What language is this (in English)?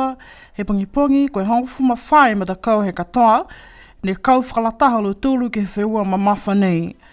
Niuean